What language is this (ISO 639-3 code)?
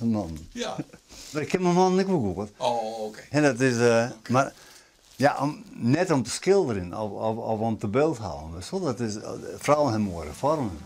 fry